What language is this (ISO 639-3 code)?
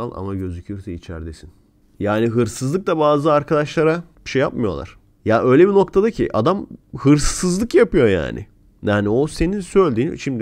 tur